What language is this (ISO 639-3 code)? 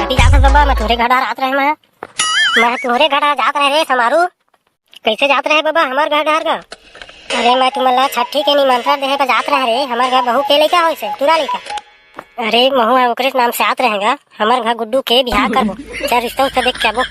hne